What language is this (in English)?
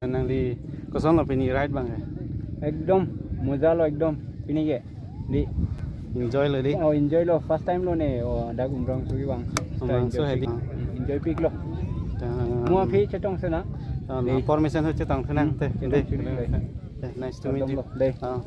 Karbi